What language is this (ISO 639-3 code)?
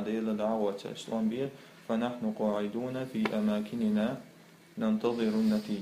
che